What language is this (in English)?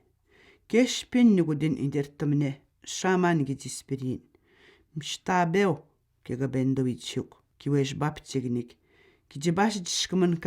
Atikamekw